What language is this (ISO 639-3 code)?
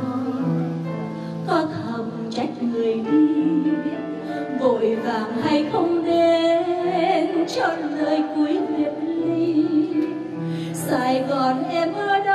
vie